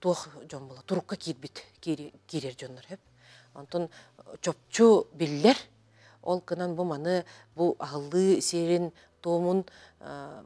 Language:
Yakut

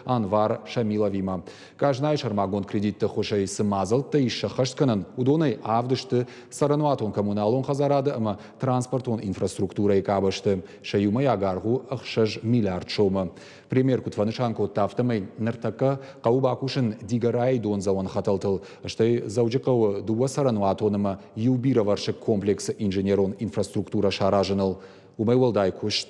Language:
Ossetic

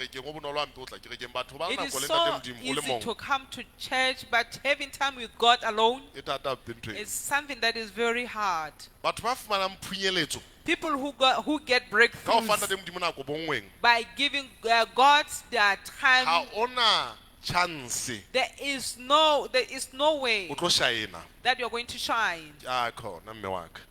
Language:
Southern Sotho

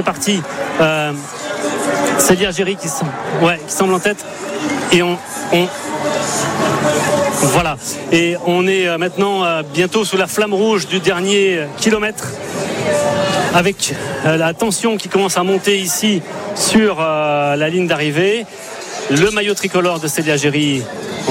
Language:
French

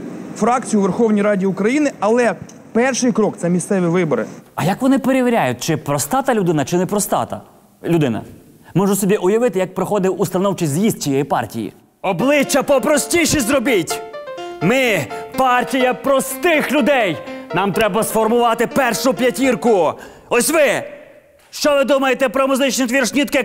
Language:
Ukrainian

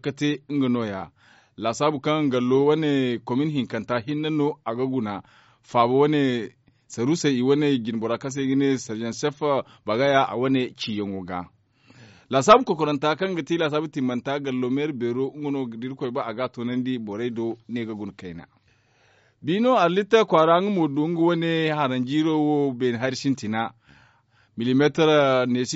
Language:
Zarma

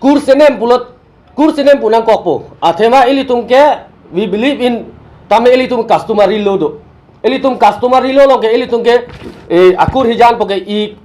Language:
Karbi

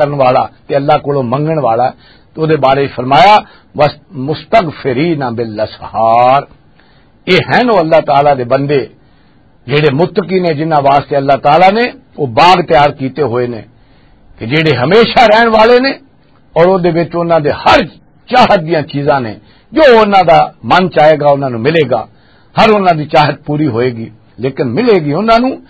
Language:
Western Panjabi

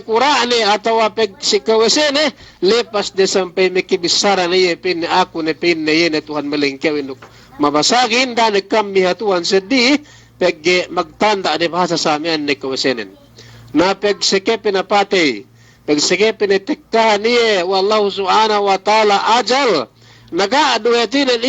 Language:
Yakan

